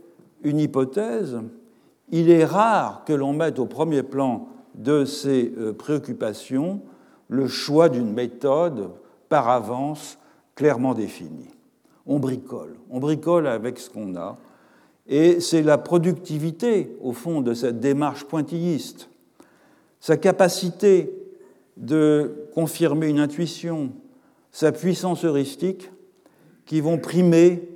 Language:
French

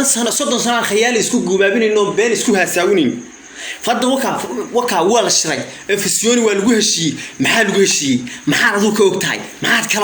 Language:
Somali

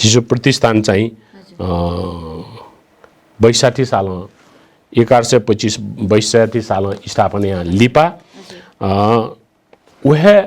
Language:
Newari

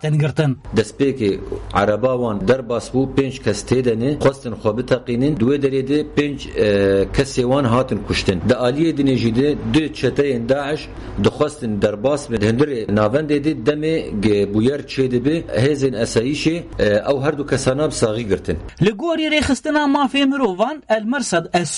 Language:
Kurdish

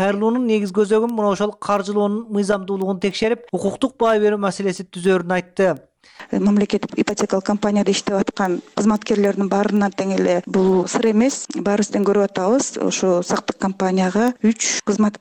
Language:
Kyrgyz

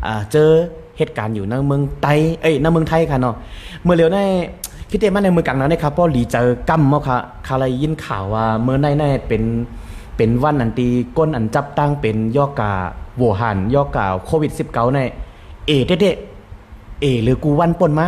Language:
Shan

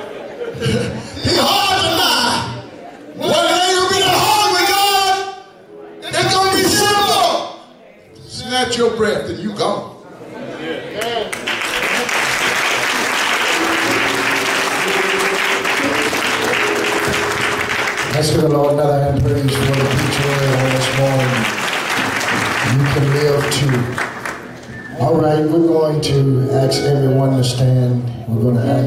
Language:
English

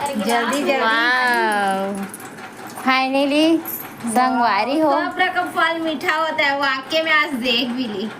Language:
Chhattisgarhi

